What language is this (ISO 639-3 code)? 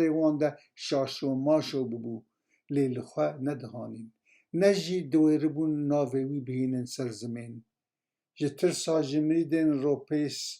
kur